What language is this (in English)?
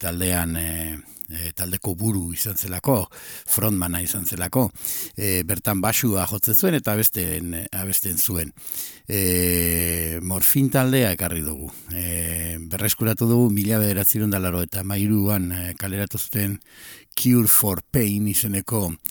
Basque